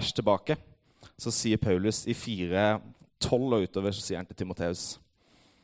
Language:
Norwegian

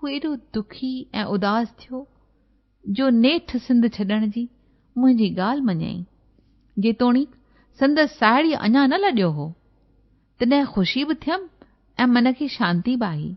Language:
Sindhi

